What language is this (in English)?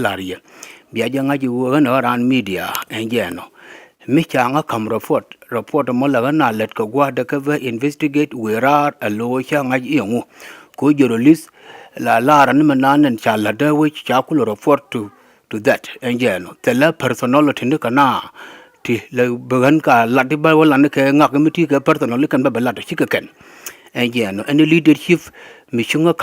Nuer